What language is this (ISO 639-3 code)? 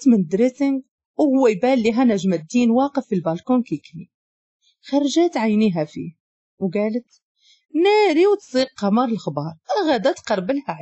ary